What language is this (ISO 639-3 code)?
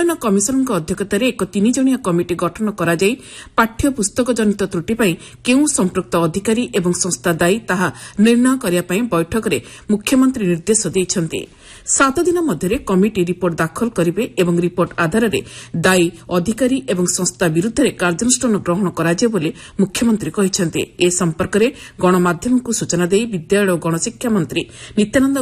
ori